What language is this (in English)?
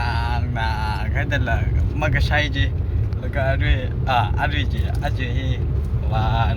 Tangkhul Naga (India)